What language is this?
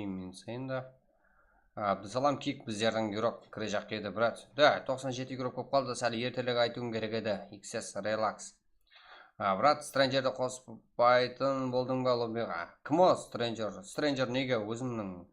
Kara-Kalpak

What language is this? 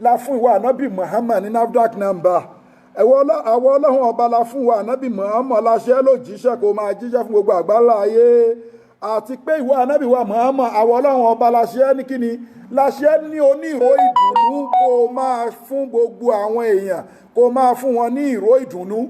Yoruba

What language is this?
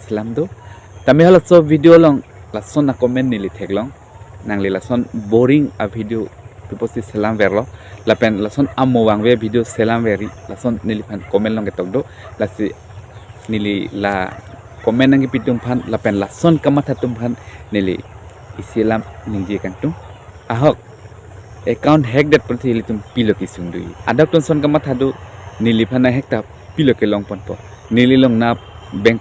Karbi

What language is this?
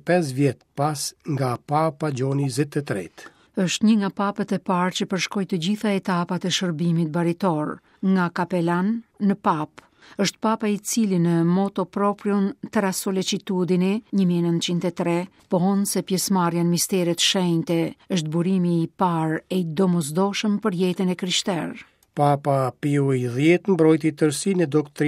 Albanian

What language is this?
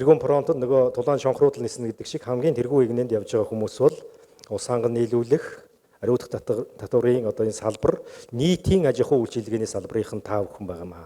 Mongolian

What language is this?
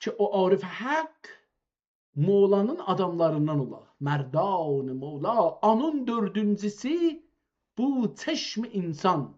South Azerbaijani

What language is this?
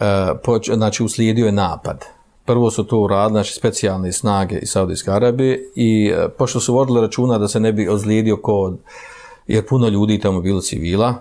Bosnian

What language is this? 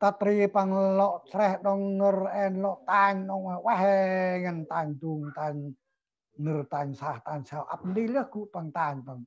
Central Mnong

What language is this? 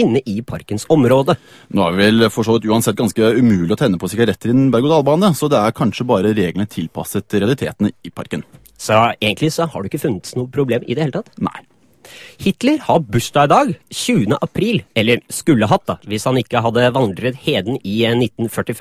Norwegian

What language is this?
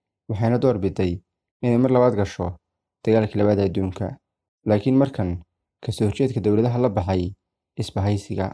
Somali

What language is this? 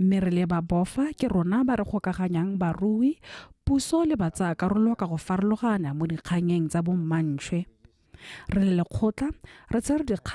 Tswana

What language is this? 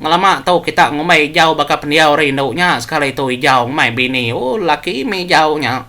Iban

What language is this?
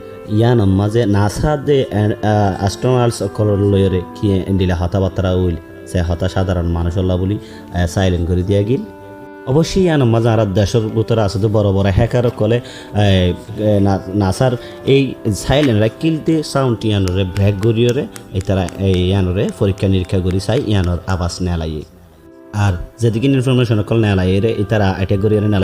Rohingya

